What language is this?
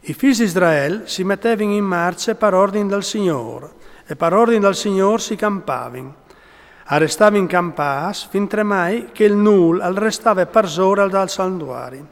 Friulian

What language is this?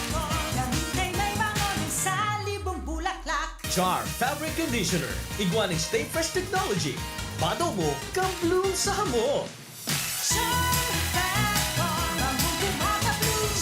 Bikol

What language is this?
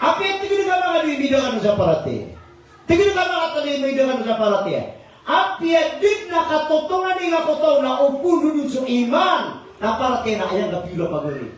Maranao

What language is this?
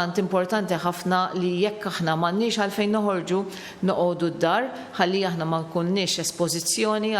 Maltese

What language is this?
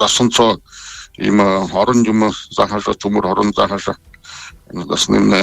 Buriat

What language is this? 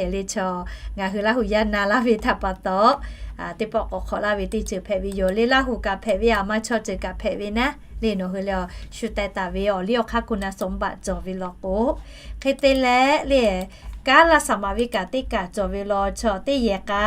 Lahu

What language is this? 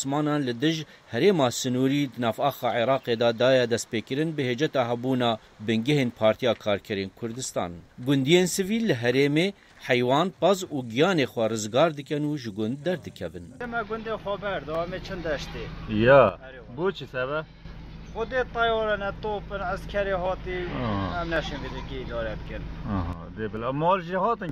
Kurdish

